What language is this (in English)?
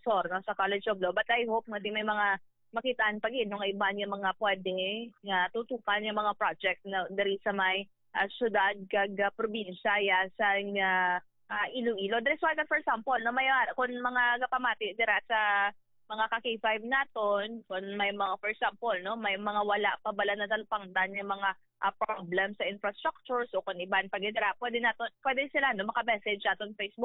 Hiligaynon